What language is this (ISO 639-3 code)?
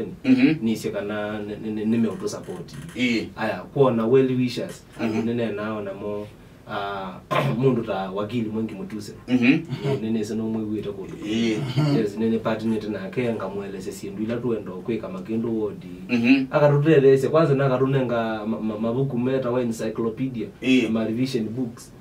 kam